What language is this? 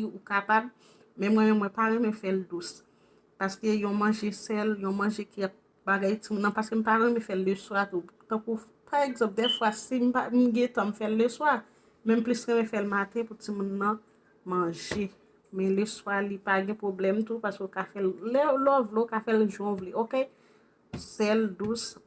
Haitian Creole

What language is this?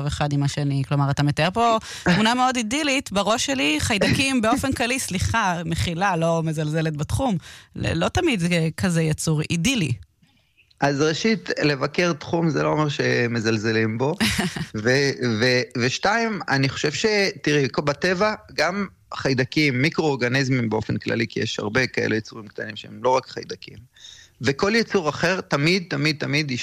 Hebrew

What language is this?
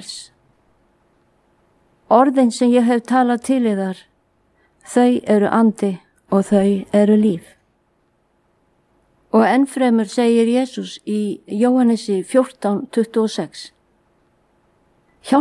Icelandic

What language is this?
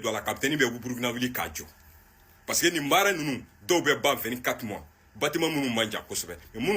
Bambara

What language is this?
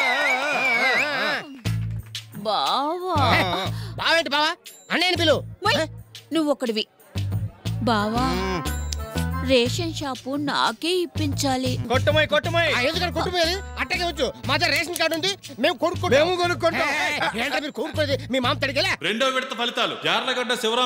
Telugu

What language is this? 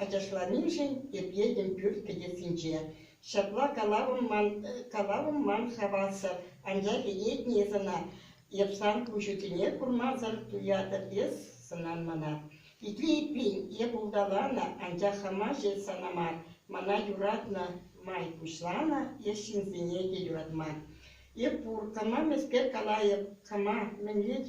Chuvash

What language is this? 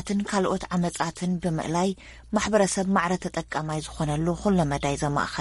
Tigrinya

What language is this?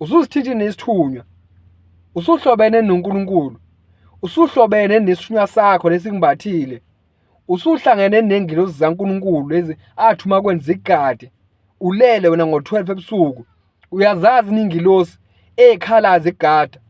Zulu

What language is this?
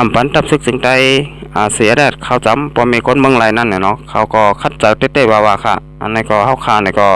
Shan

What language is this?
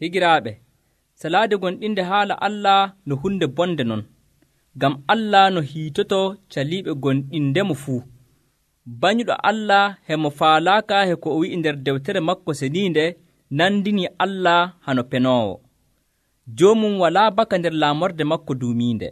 Nigerian Fulfulde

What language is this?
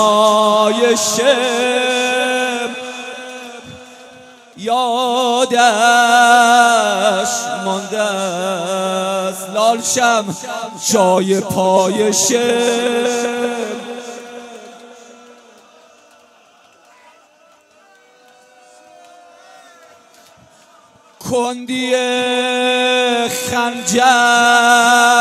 Persian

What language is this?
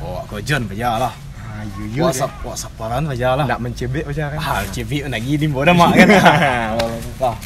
Minangkabau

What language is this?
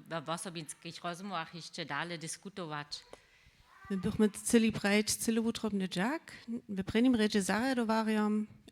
Upper Sorbian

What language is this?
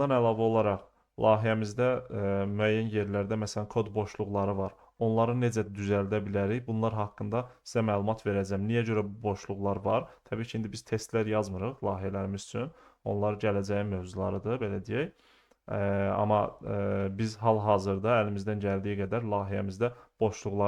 Azerbaijani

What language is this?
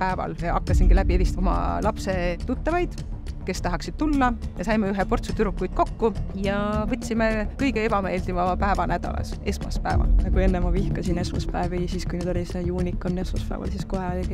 Estonian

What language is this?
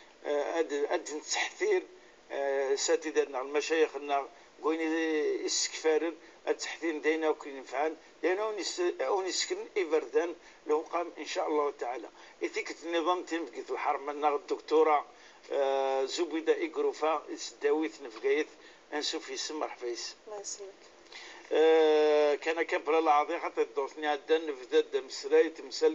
Kabyle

